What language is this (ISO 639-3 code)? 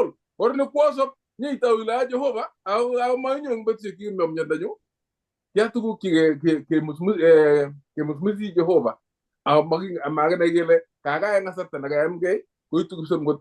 kln